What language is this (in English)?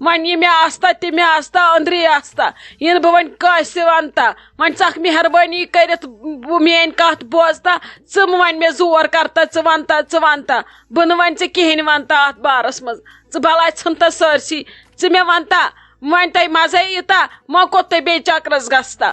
Kashmiri